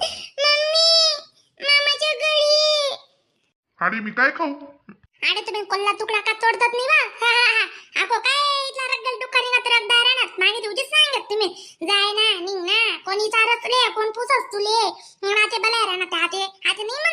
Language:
Khandesi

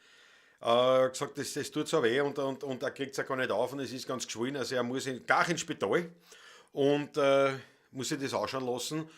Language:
Bavarian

